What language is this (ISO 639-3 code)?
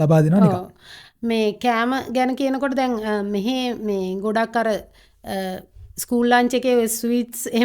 sin